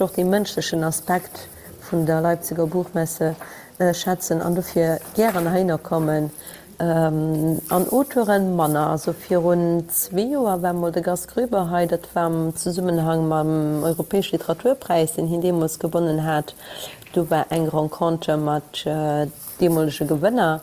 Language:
Luxembourgish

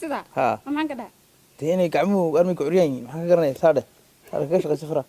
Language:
Somali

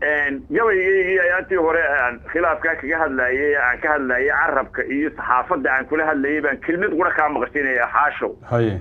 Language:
Somali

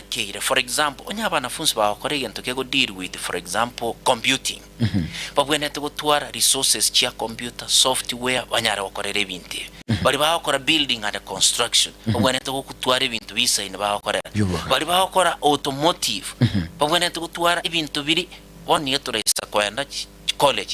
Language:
Gusii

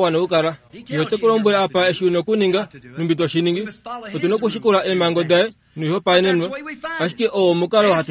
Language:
Kuanyama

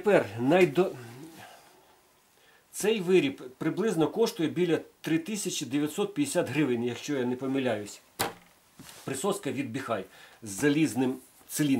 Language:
Ukrainian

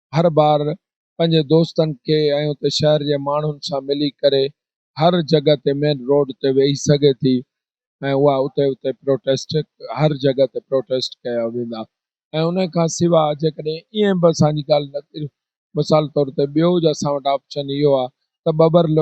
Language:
Sindhi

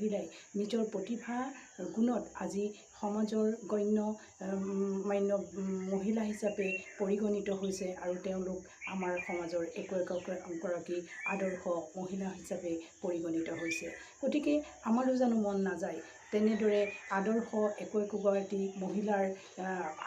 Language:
Assamese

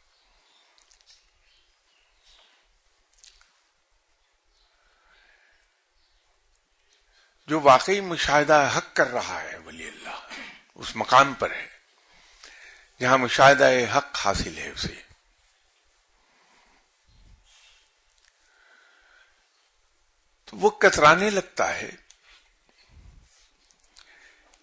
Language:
Urdu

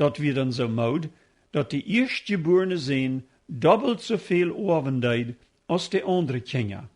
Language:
Plautdietsch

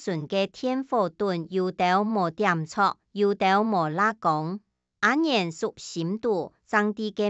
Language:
Hakka Chinese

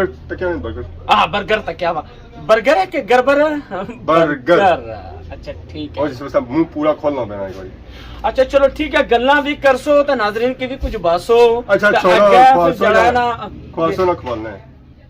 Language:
Pahari-Potwari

